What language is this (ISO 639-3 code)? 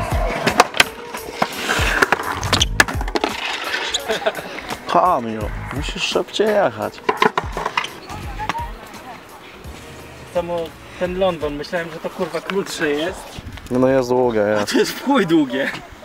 pol